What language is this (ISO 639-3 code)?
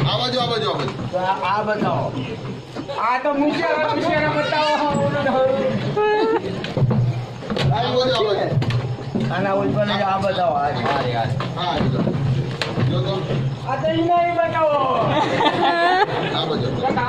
guj